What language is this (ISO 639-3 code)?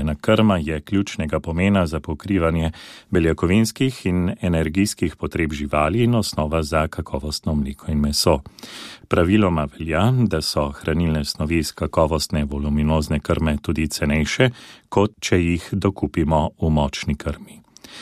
slv